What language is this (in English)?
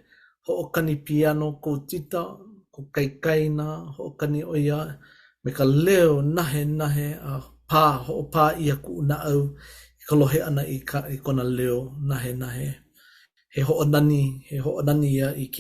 Hawaiian